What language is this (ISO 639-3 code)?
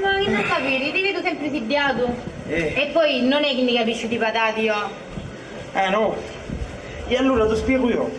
scn